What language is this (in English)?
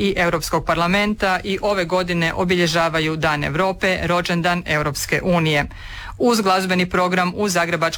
Croatian